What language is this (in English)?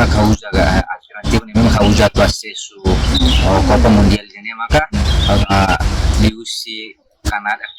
Tetum